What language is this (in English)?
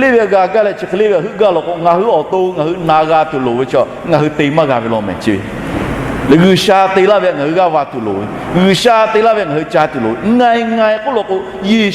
Lahu